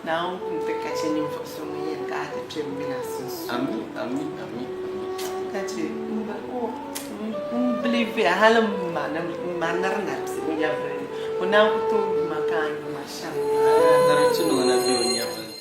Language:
Dagbani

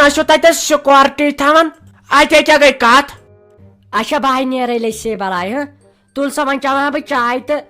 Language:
Kashmiri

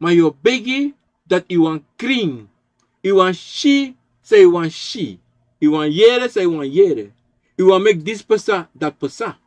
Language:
Sranan Tongo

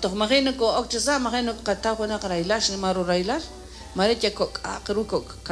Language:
Kekchí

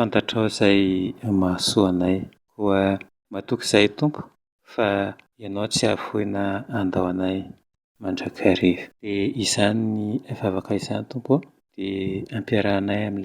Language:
Malagasy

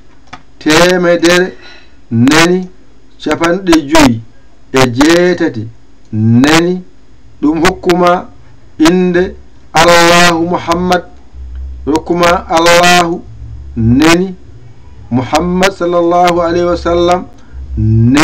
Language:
Fula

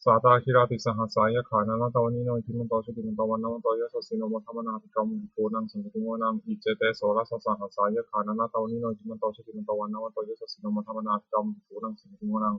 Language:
Pali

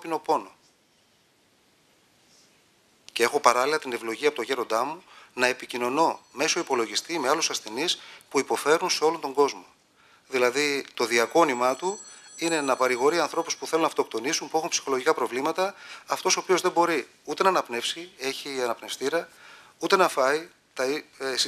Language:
Greek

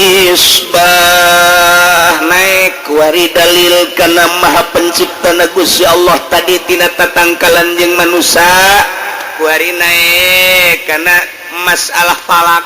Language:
Sundanese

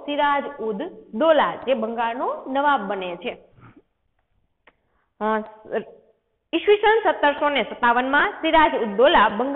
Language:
Gujarati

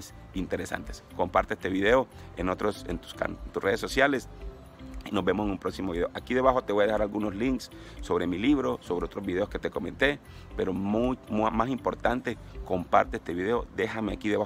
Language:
Spanish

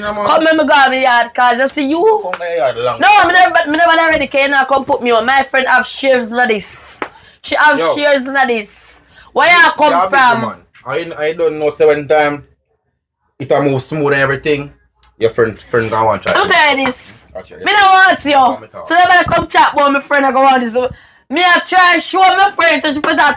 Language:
Jamaican Creole English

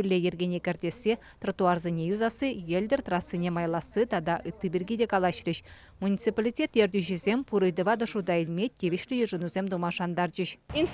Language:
Chuvash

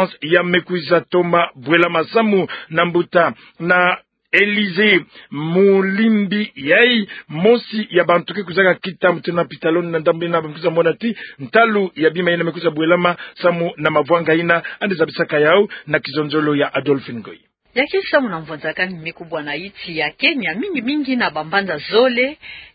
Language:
Kituba (Democratic Republic of Congo)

